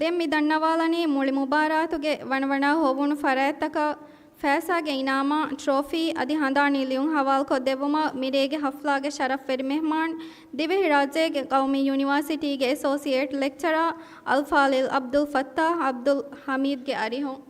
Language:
Divehi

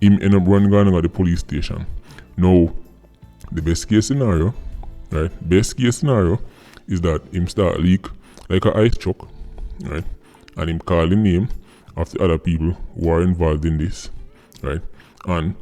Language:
Jamaican Creole English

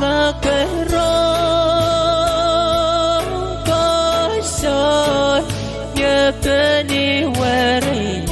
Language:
Pohnpeian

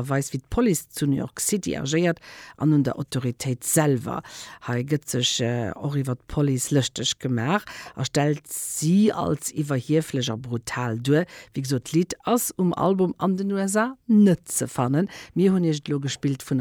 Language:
Luxembourgish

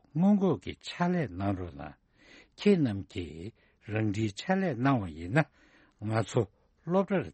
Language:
Tibetan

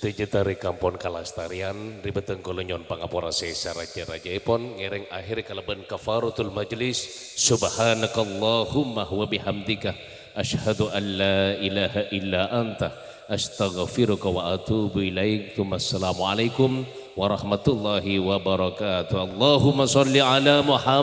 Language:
Madurese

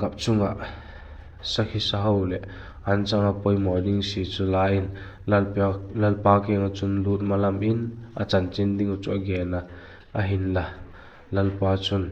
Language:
Vaiphei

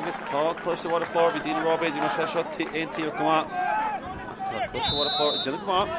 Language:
Irish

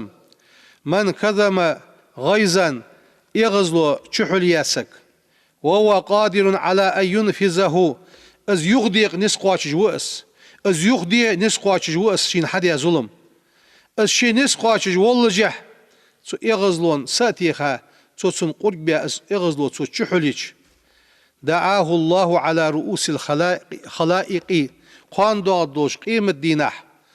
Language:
Ingush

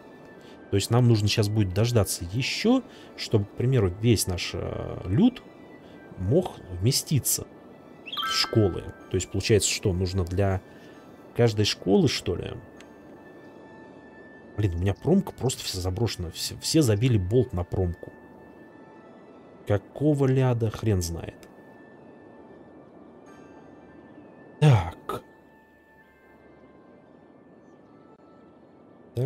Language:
Russian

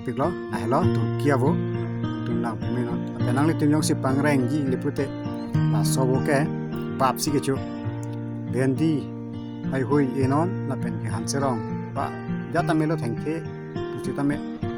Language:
Karbi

